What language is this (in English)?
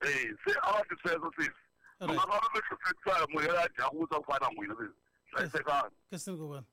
Tsonga